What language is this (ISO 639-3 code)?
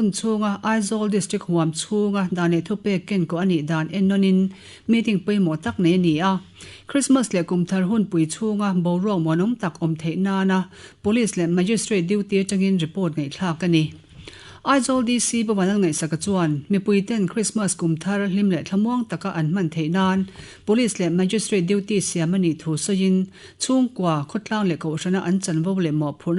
lus